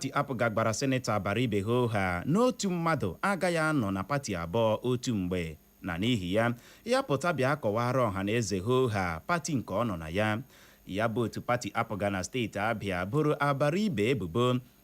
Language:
Igbo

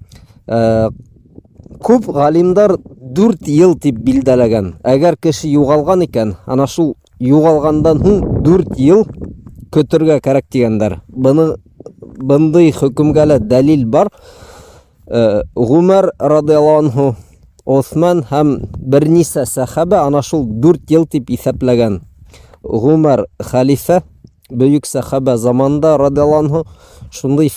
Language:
Bashkir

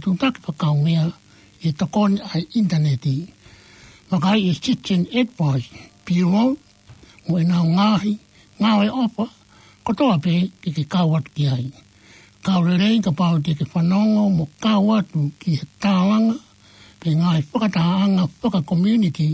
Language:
Tongan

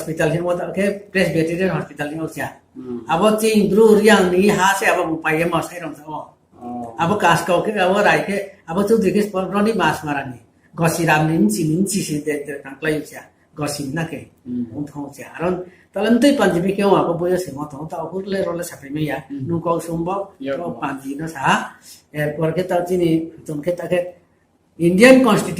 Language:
Riang (India)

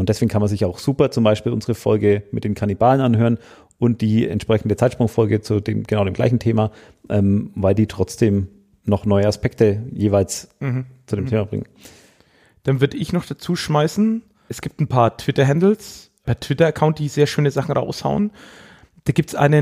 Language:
German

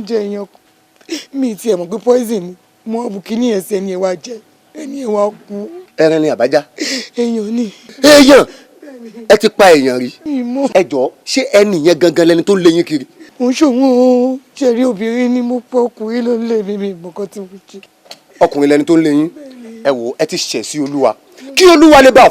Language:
Yoruba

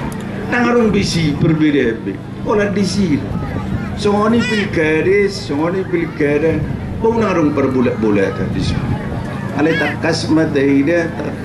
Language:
Batak Toba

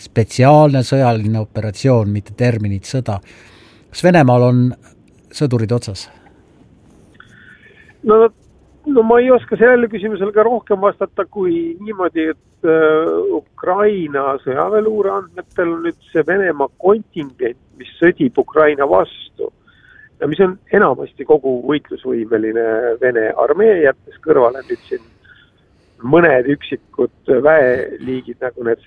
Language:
Estonian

